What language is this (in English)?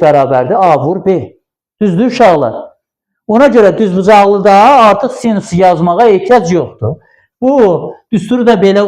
Azerbaijani